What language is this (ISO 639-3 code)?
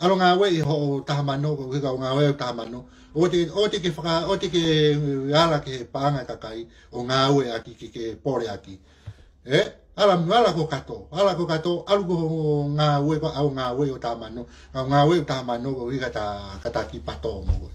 ton